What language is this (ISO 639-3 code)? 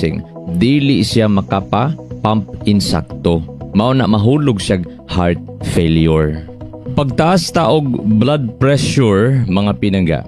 ceb